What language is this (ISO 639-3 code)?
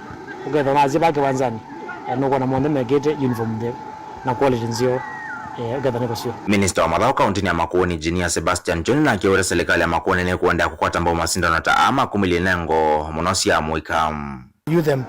kam